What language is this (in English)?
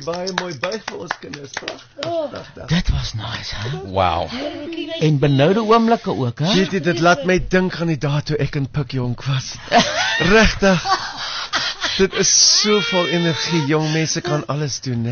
Afrikaans